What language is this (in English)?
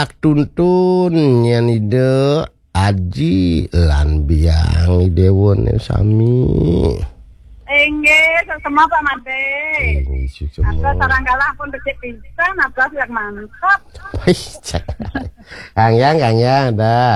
Balinese